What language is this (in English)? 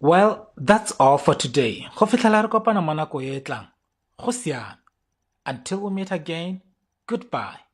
Tswana